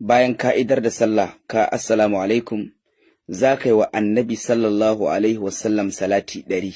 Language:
Hausa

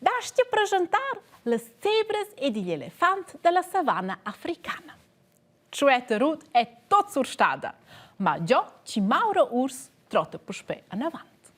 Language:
Romansh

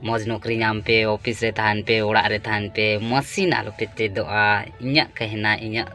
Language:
Santali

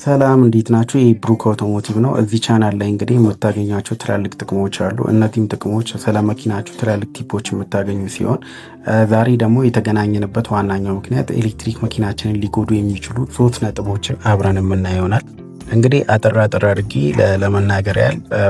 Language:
Amharic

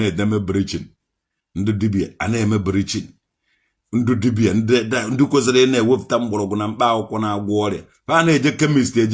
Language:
Igbo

